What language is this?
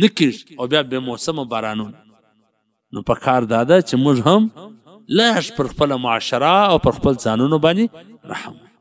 Pashto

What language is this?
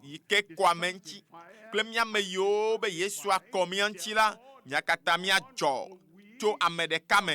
Ewe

